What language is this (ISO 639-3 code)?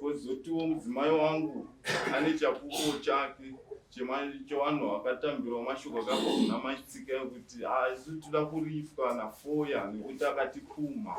sna